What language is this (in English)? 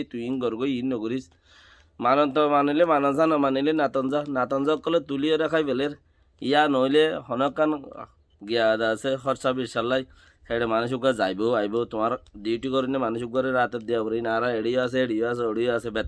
Rohingya